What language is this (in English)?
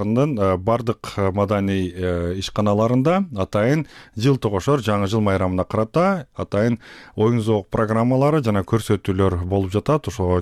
Kyrgyz